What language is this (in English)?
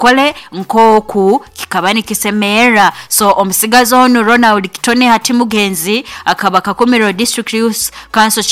Nyoro